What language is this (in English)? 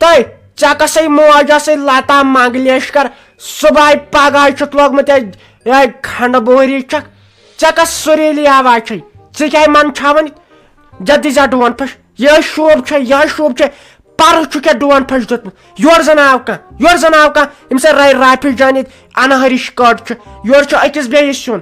Kashmiri